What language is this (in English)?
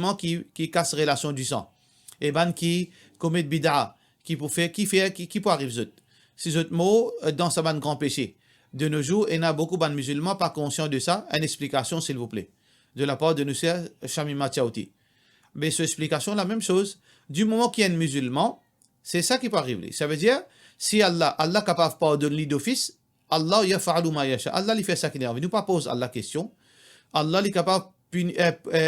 Morisyen